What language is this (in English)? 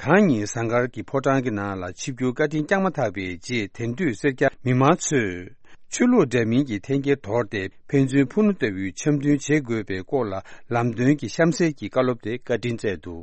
Tibetan